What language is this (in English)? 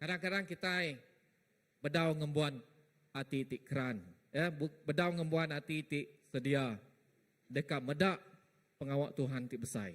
Iban